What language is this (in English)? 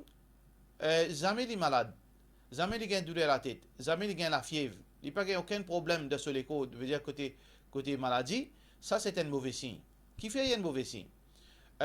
Morisyen